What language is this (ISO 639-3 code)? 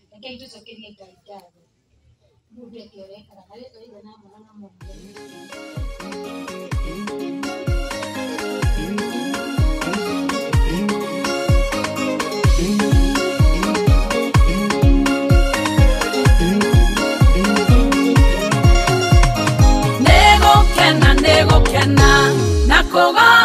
kik